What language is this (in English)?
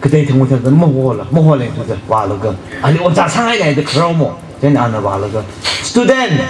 Tangkhul Naga (India)